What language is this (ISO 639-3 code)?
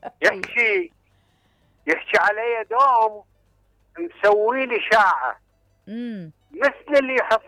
acm